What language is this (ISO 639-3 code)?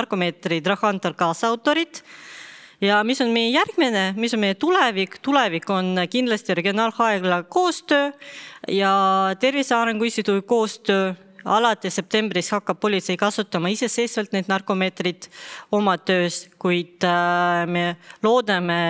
est